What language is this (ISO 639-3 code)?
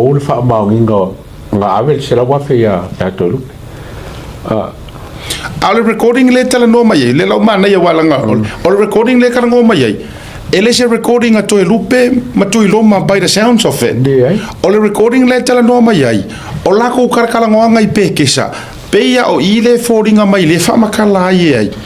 smo